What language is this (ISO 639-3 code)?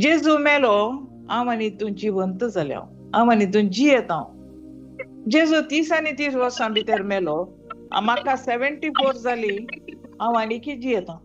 kok